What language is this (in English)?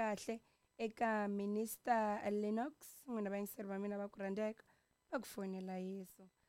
Tsonga